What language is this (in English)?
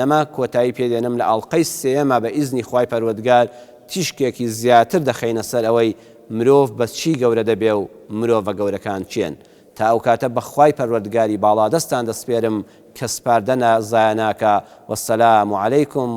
Central Kurdish